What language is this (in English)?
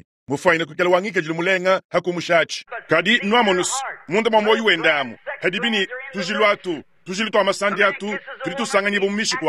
Luba-Lulua